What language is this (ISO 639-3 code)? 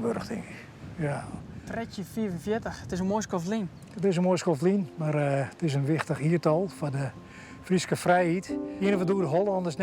fry